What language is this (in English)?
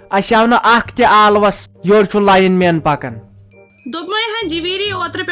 Kashmiri